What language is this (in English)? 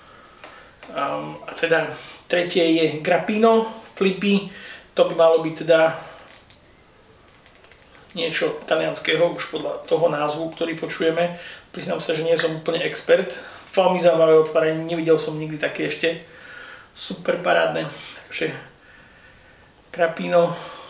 Slovak